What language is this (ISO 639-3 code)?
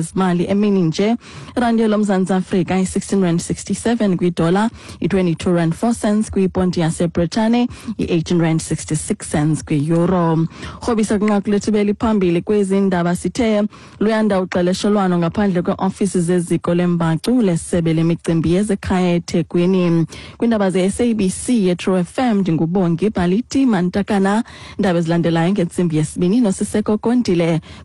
xho